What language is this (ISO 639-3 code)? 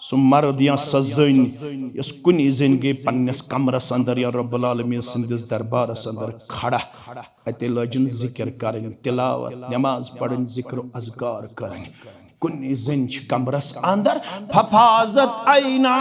kas